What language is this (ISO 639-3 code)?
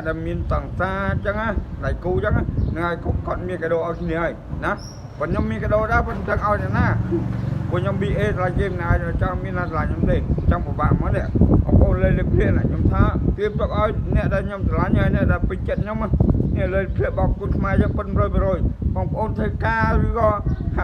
khm